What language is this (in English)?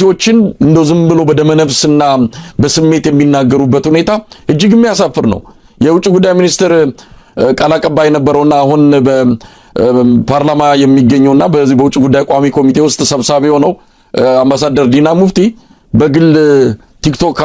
Amharic